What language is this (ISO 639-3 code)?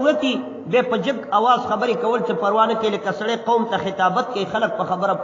pus